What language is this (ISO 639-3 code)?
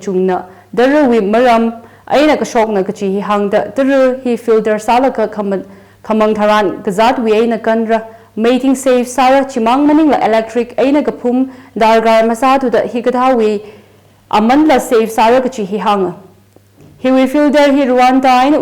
nmf